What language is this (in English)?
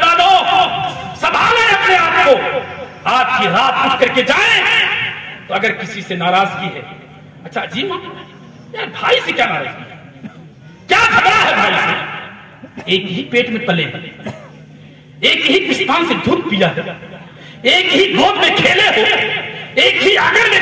Urdu